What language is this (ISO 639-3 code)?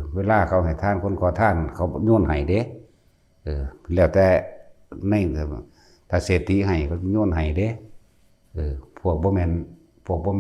tts